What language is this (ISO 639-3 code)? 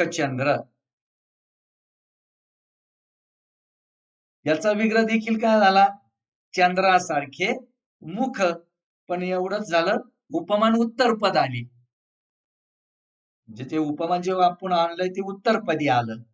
mar